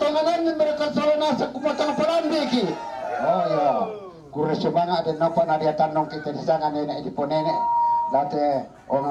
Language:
Toraja-Sa'dan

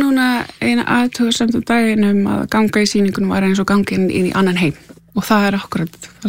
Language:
Icelandic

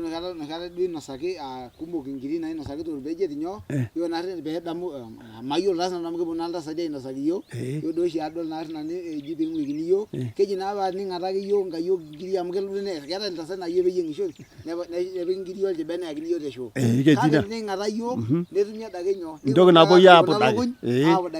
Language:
Masai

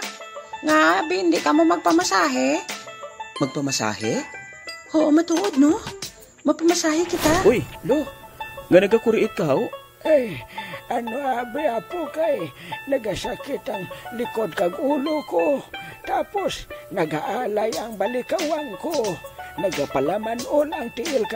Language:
Hiligaynon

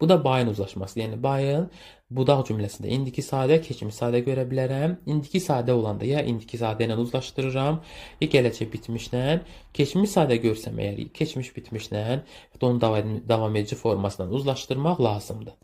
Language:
Azerbaijani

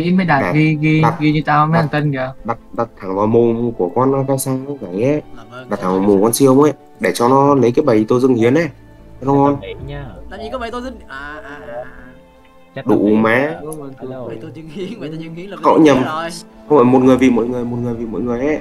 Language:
Vietnamese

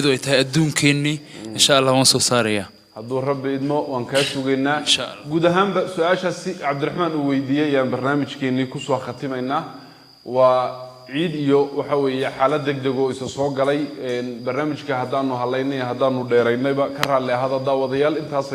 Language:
Somali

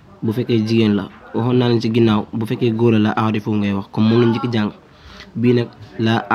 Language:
Wolof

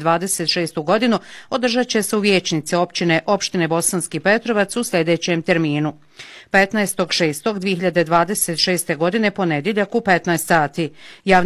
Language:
Bosnian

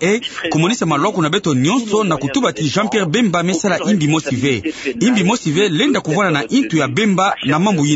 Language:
Kituba (Democratic Republic of Congo)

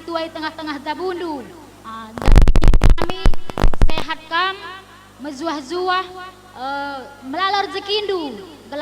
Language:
Batak Karo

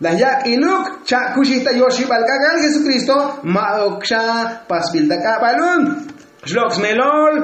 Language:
Tzotzil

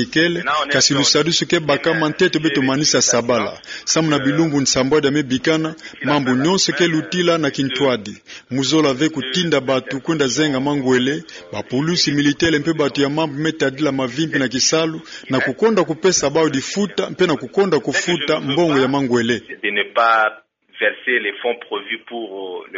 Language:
Kituba (Democratic Republic of Congo)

